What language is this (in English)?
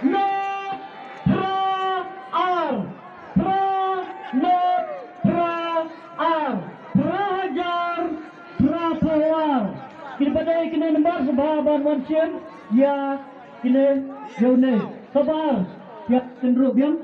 Khasi